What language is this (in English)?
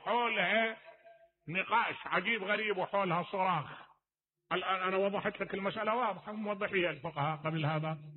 Mesopotamian Arabic